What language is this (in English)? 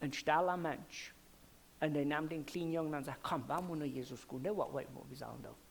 Plautdietsch